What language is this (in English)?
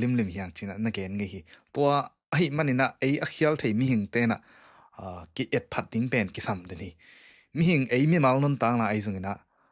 Tedim Chin